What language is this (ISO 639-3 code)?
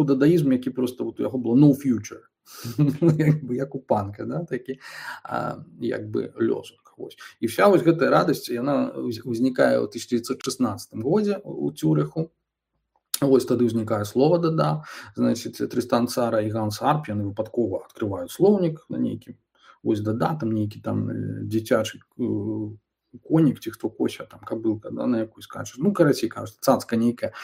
bel